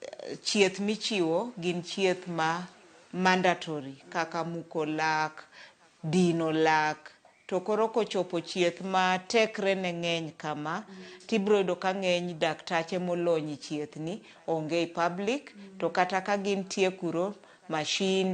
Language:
Luo (Kenya and Tanzania)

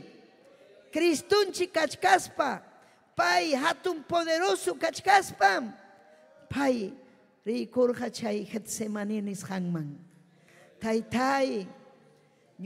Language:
Ayacucho Quechua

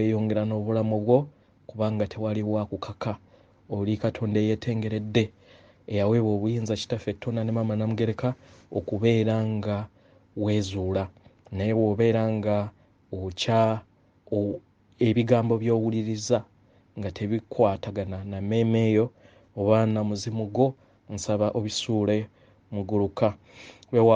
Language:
Ganda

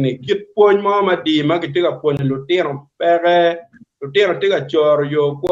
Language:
Acoli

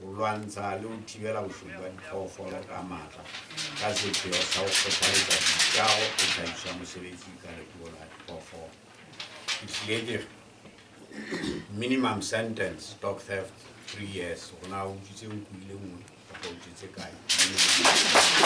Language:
Southern Sotho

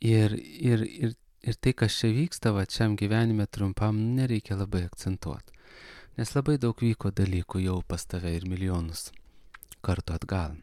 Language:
Lithuanian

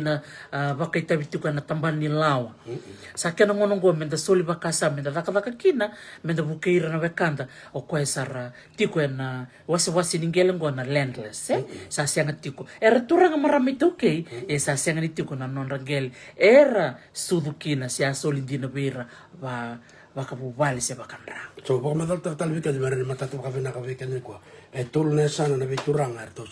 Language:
Fijian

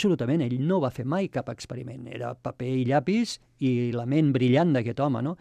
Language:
Catalan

